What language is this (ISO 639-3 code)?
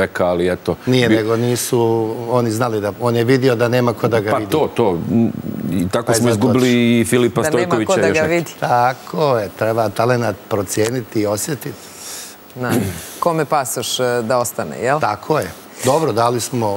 srp